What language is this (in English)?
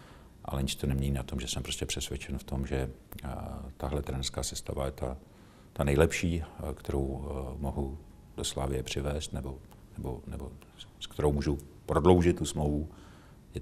Czech